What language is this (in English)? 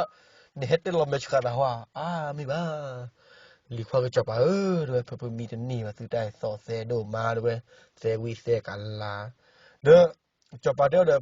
S'gaw Karen